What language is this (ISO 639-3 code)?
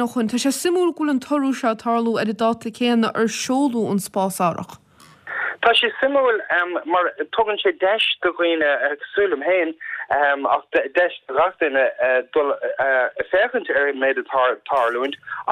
gle